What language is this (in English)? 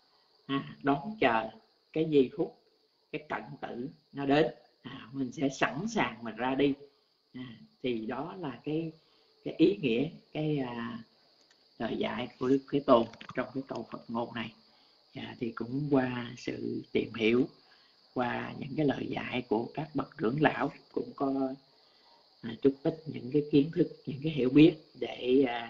Vietnamese